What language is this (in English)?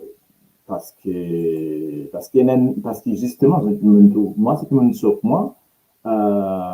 Morisyen